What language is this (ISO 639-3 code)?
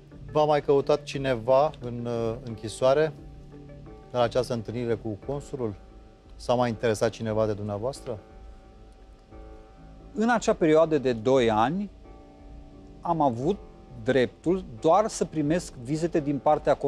ron